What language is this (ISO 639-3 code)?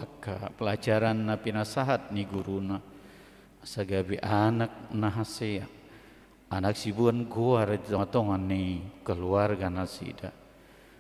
bbc